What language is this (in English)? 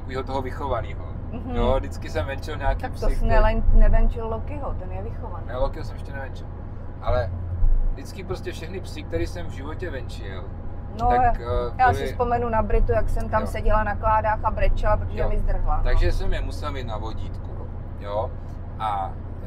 Czech